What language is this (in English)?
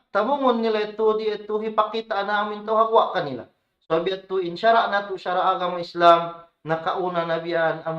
Tausug